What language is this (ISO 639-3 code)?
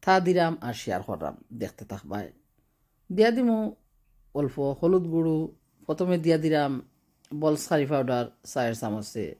syl